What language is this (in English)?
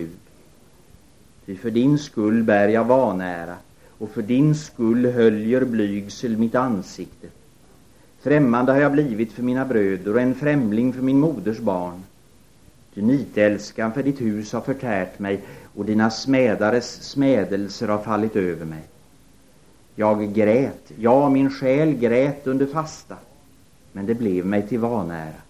Swedish